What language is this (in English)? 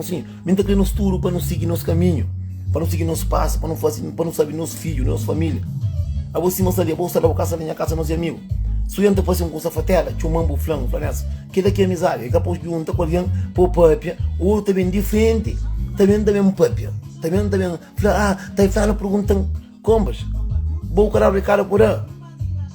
Kabuverdianu